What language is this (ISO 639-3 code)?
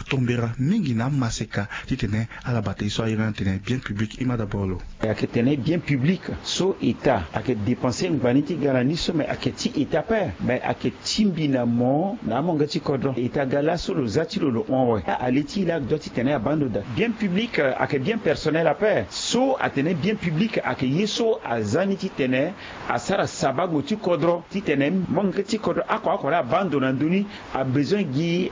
sag